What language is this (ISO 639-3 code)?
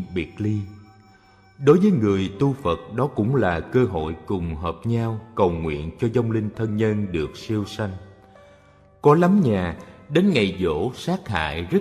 vie